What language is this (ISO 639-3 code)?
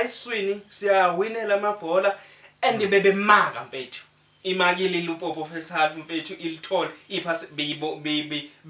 zul